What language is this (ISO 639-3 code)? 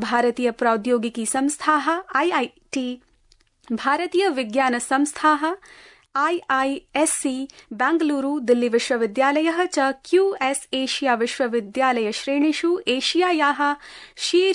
san